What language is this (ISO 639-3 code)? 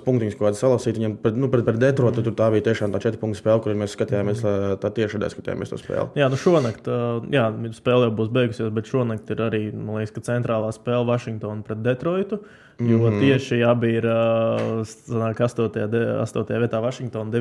lav